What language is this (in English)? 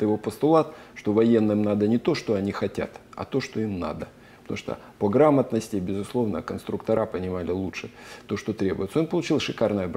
Russian